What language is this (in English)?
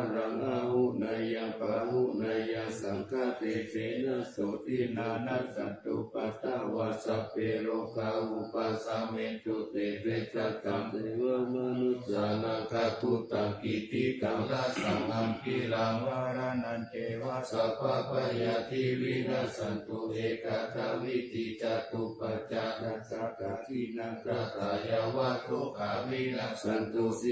Pali